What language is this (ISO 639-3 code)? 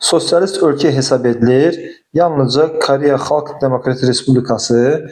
aze